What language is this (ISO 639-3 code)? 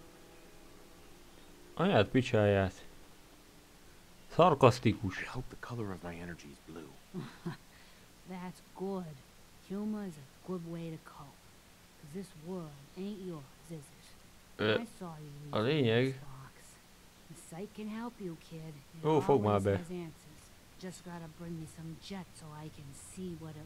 hun